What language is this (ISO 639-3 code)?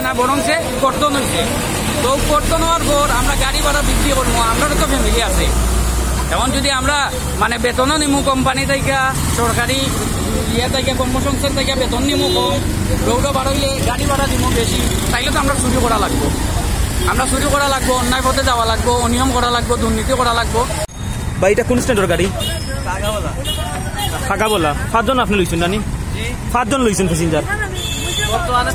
syl